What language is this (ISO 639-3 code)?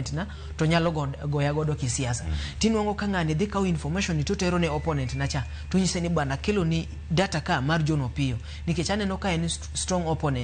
luo